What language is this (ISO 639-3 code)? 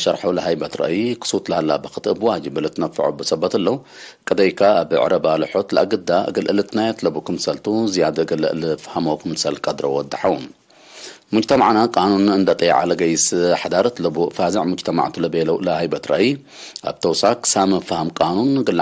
tig